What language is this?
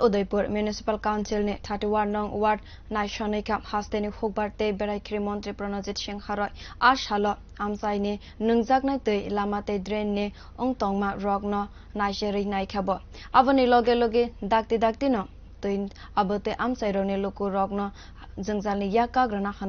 Kok Borok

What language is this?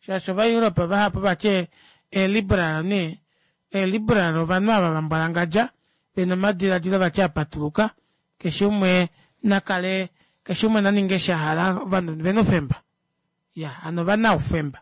Kuanyama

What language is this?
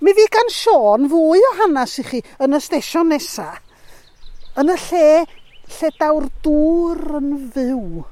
Welsh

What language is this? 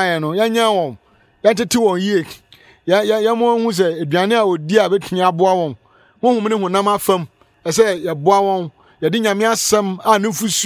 Akan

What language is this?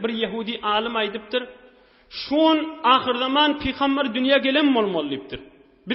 Turkmen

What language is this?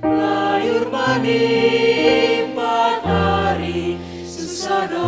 Batak Simalungun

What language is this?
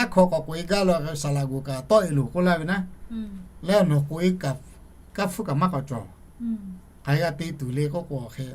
Lahu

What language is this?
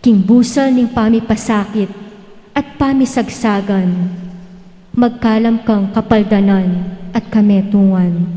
Pampanga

